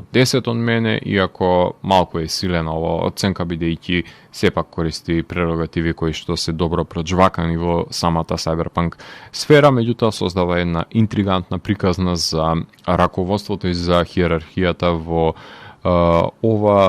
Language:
Macedonian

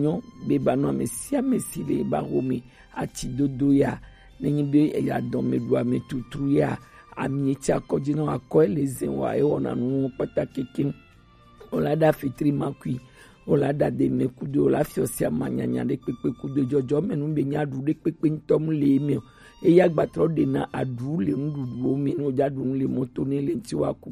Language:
Gen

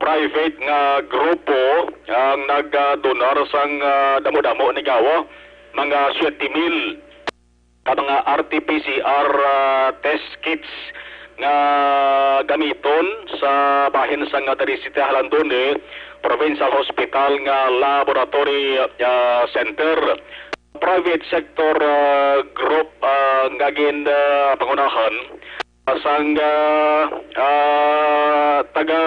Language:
Hiligaynon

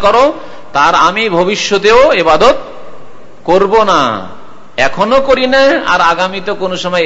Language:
Bangla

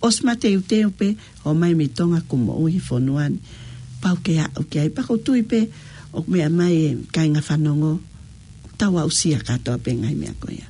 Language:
Tongan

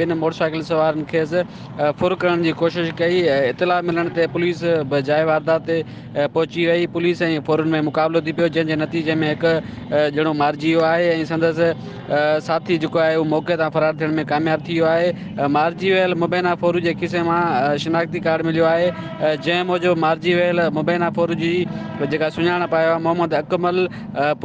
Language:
Sindhi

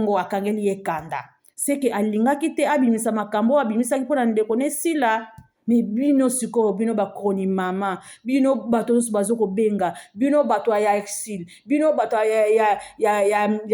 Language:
Lingala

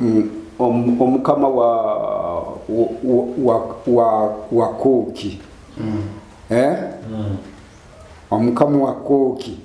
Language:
Nyoro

